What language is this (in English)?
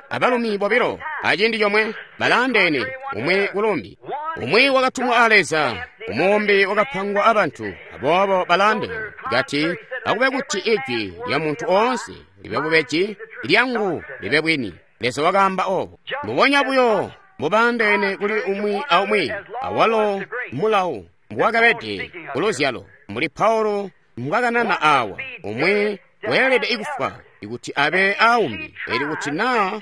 Tonga (Zambia)